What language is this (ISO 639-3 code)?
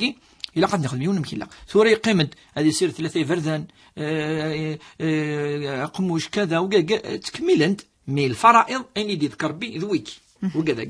kab